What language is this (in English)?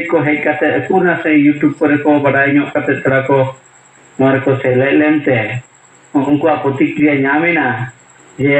Santali